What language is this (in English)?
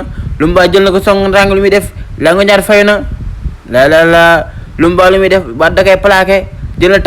Wolof